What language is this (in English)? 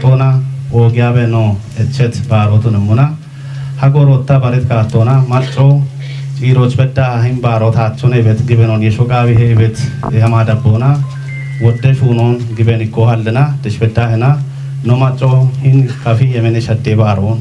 Kafa